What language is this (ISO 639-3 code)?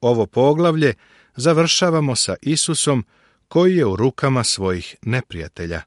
srp